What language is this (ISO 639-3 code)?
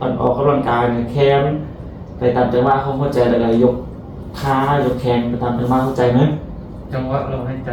lao